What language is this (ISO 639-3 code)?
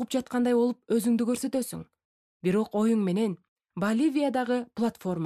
kir